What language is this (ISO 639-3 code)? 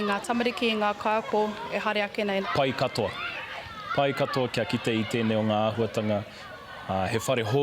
mri